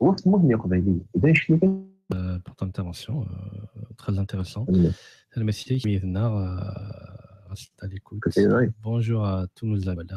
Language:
Kabyle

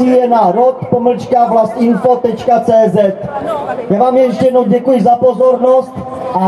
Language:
Czech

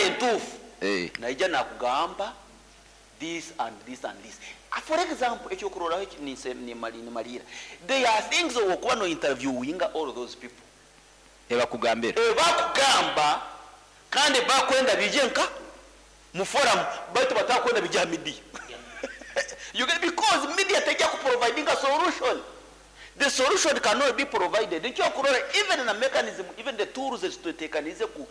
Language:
Nyoro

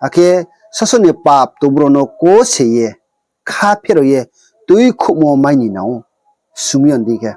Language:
Riang (India)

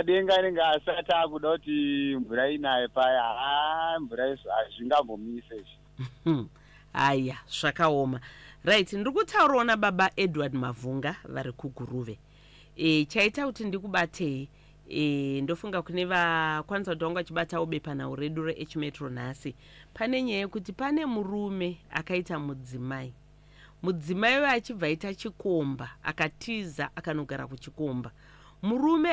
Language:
Shona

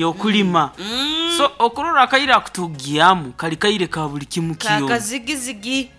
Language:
Nyankole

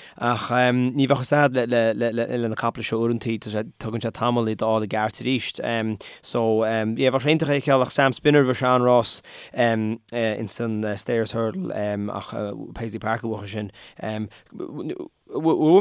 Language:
Irish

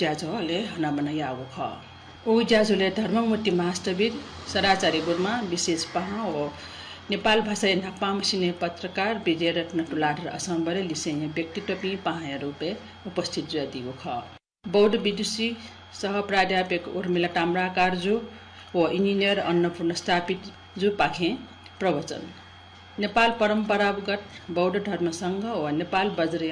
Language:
Newari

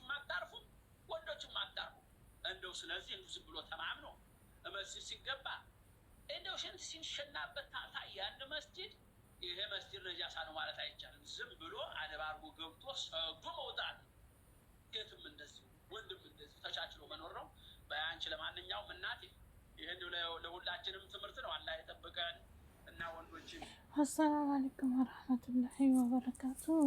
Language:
Amharic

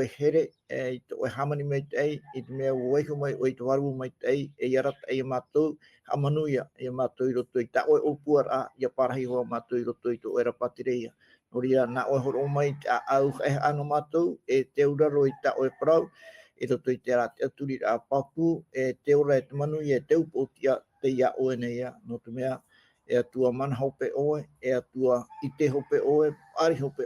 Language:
Tahitian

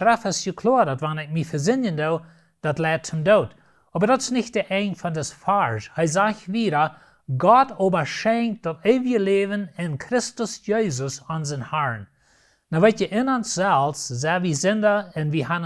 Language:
Plautdietsch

